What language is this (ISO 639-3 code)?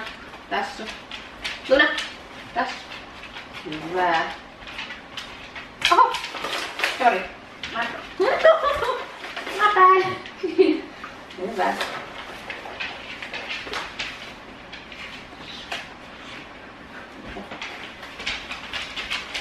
fin